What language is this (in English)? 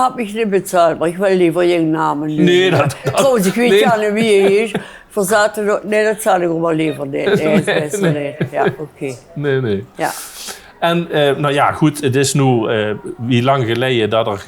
Limburgish